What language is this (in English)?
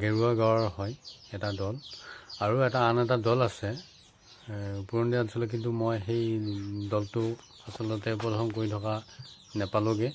Assamese